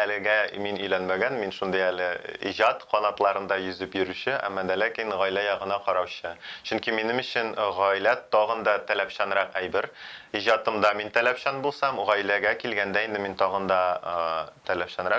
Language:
Tatar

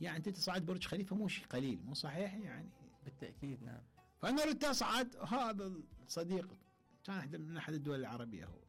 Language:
Mesopotamian Arabic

